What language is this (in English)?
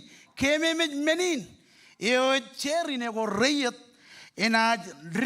Marshallese